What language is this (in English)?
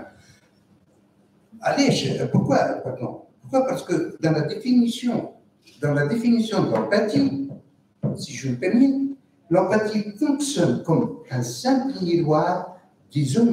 French